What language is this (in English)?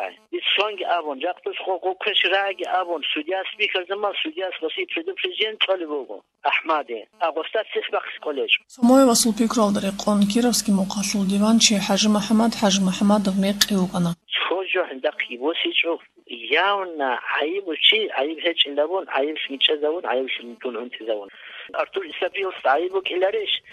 Avaric